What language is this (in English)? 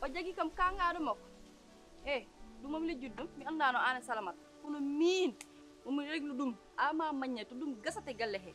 Fula